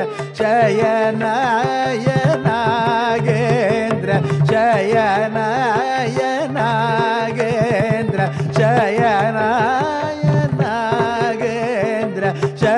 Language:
Tamil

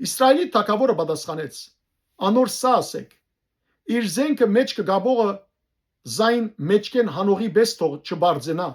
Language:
Western Armenian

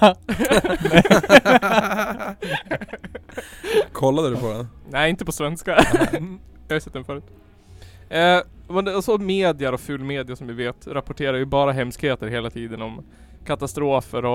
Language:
Swedish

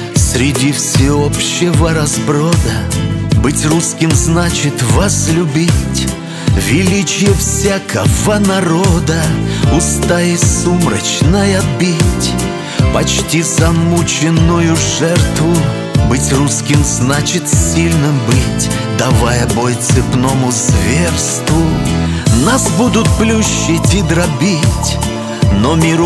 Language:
Russian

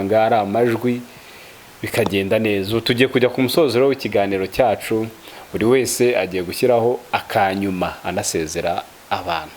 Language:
Kinyarwanda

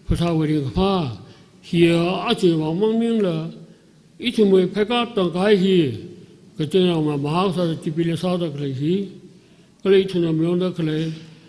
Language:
Tangkhul Naga (India)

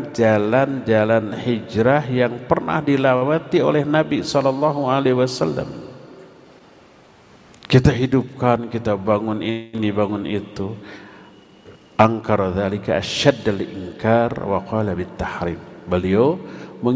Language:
Indonesian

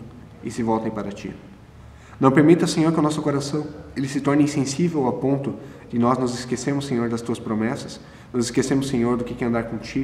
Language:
Portuguese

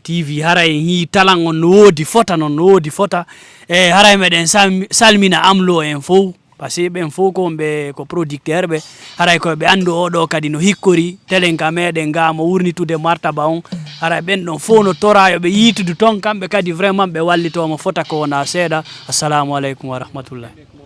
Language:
Fula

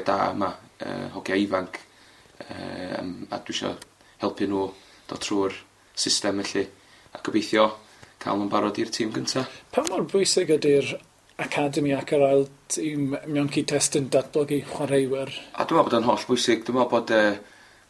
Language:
Welsh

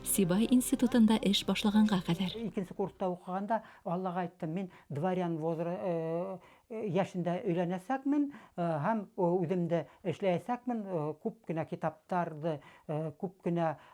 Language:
Bashkir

